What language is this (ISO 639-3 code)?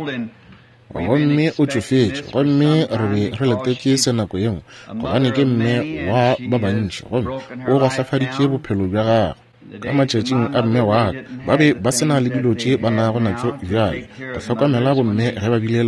nso